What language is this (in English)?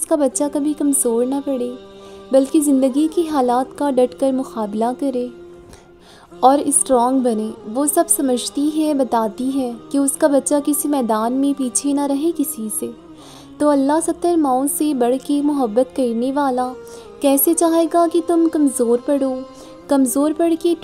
Urdu